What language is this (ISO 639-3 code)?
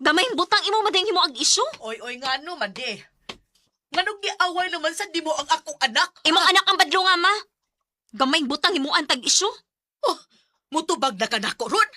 ceb